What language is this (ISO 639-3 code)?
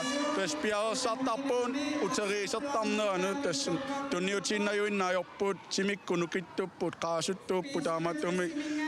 kal